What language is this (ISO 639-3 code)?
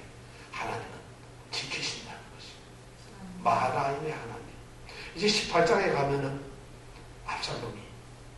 kor